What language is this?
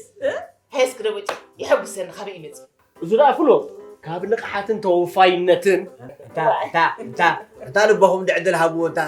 Tigrinya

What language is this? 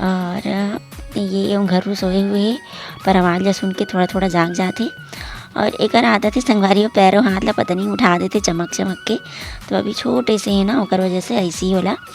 Chhattisgarhi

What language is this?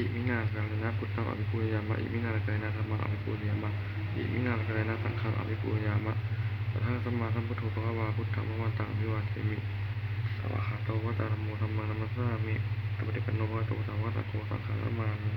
Pali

